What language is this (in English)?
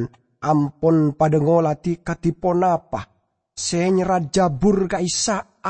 Madurese